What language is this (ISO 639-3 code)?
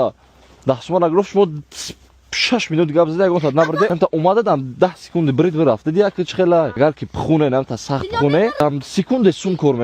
tgk